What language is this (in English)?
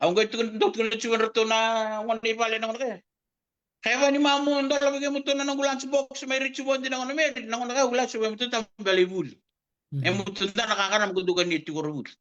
Fijian